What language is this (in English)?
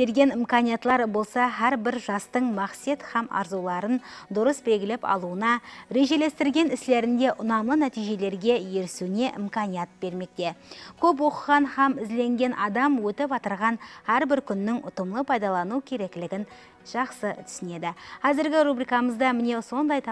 Kara-Kalpak